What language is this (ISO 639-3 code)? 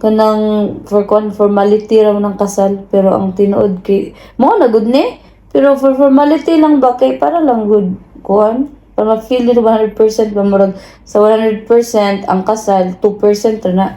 ceb